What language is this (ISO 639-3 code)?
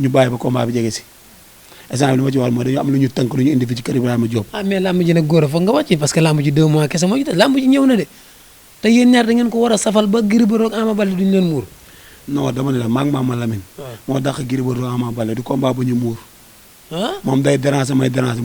wol